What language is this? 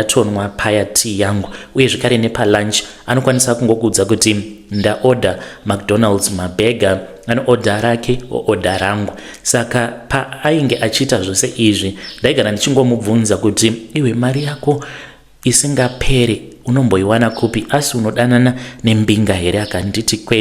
Shona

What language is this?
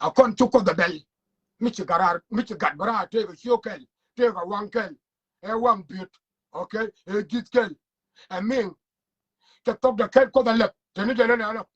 Nuer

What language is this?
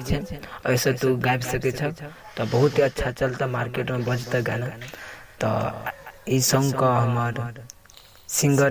Maithili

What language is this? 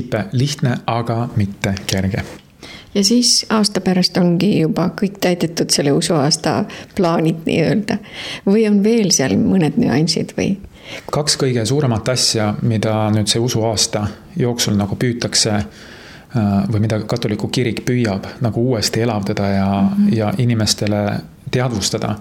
Estonian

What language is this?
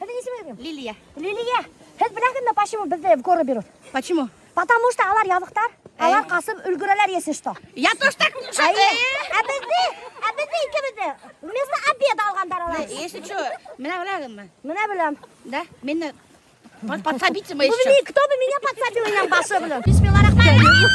Bashkir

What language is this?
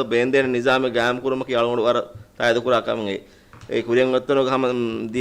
Divehi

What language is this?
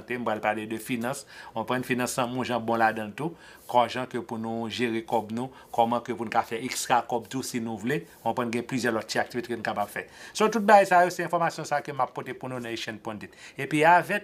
Haitian Creole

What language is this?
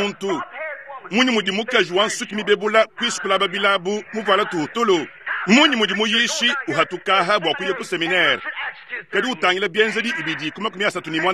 Luba-Lulua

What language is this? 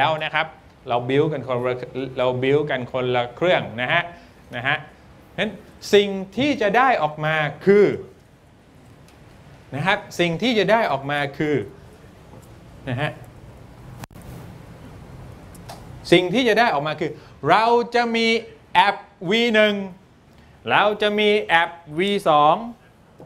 Thai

